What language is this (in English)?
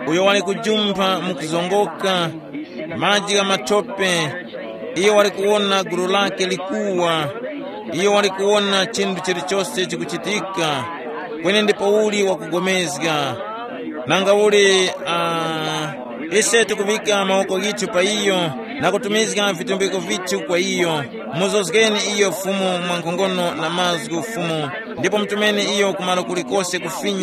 Tumbuka